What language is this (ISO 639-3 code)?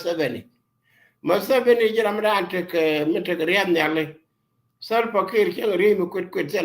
nus